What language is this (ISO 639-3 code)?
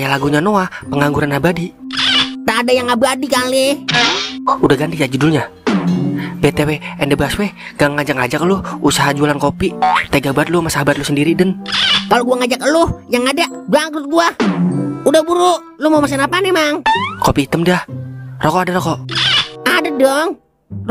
bew